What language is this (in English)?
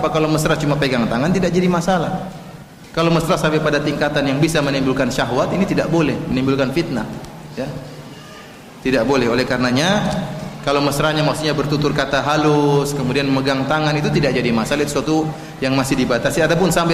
Indonesian